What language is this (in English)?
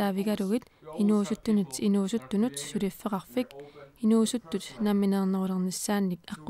Kalaallisut